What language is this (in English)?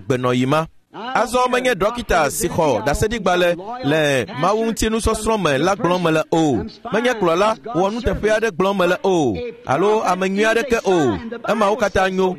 Ewe